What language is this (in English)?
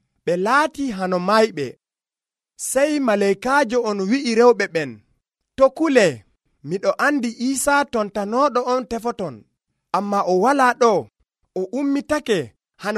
Nigerian Fulfulde